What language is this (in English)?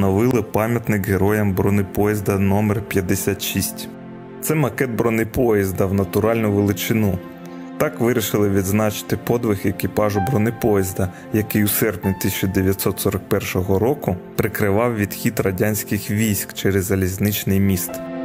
Ukrainian